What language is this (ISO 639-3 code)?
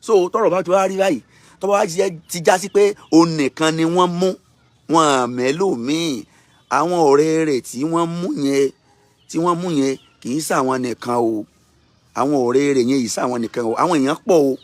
yor